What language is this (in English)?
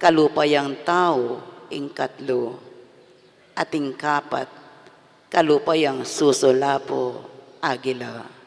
Pampanga